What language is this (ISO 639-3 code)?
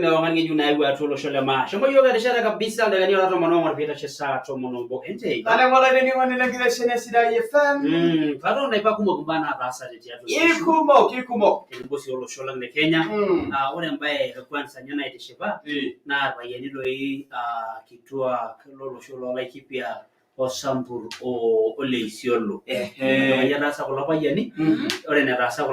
mas